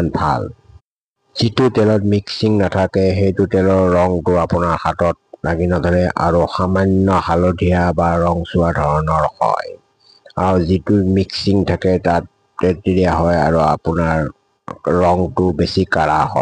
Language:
Assamese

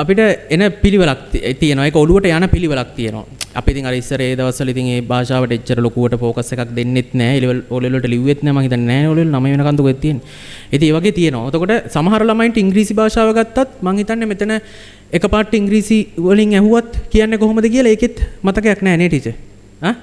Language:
Sinhala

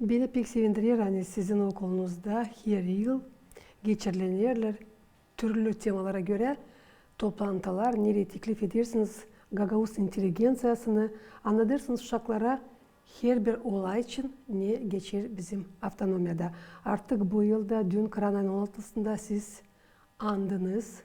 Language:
Gagauz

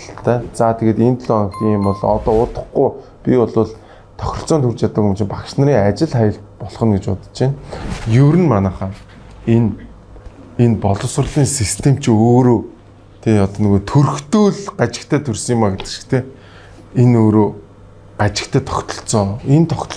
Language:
Mongolian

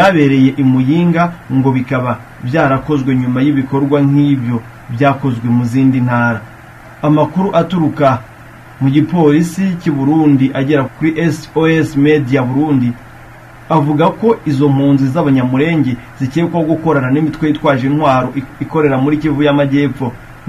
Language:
Kinyarwanda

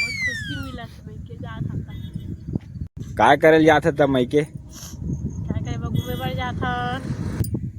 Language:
Chhattisgarhi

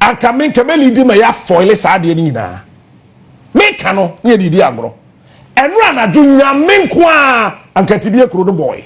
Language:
Akan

